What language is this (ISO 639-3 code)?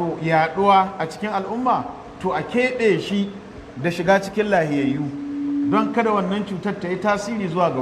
hau